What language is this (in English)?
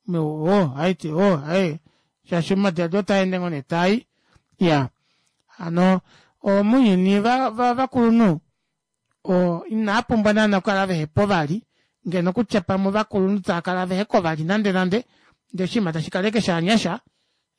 Kuanyama